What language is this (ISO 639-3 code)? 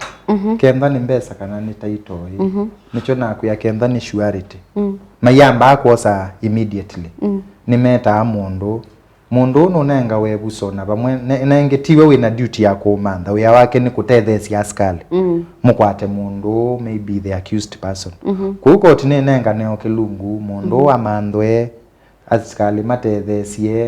kam